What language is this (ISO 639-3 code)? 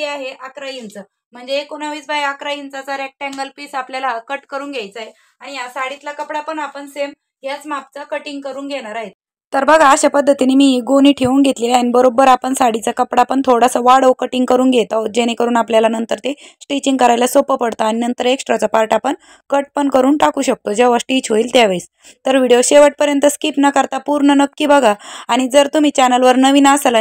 mar